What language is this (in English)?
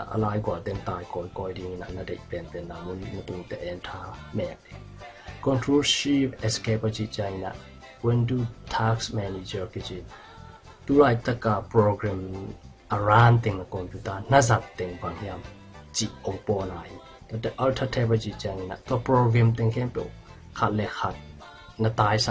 Tedim Chin